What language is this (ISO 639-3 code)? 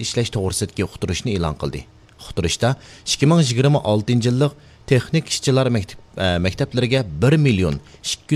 uig